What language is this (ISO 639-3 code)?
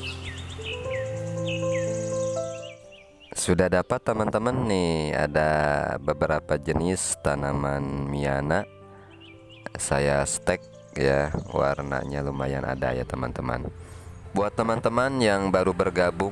ind